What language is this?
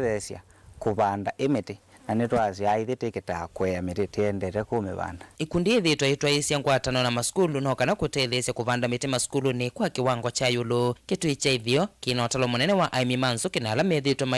Kamba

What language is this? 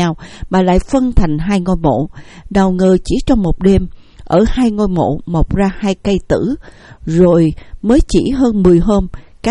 Vietnamese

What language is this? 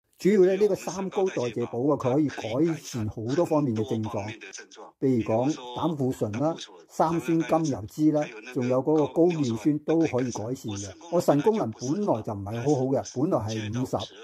Cantonese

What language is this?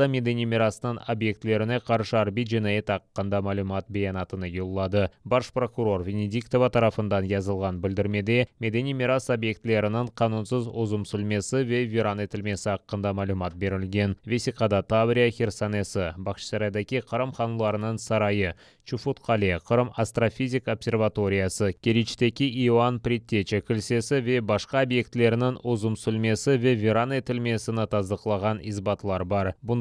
Crimean Tatar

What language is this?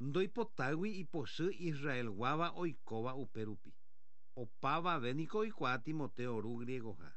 Guarani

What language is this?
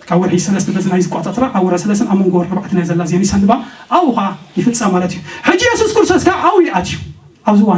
Tigrinya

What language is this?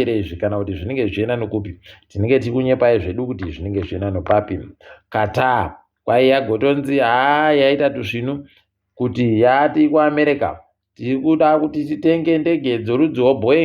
Ndau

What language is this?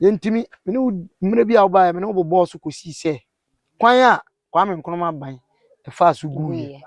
Akan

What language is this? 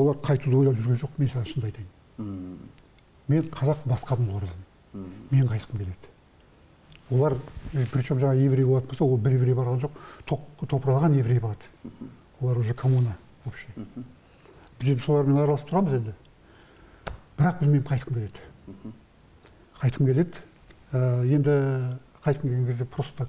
Kazakh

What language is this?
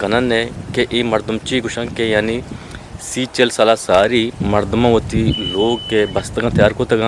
Eastern Balochi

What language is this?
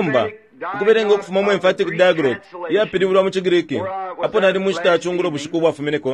Bemba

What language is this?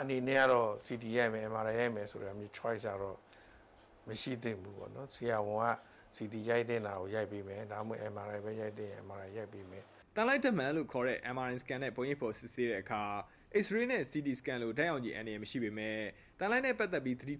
Burmese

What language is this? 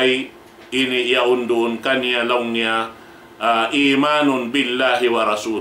Tausug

